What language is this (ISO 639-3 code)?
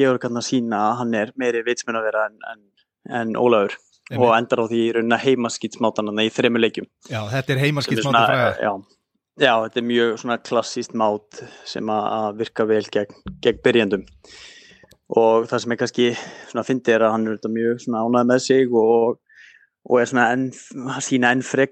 isl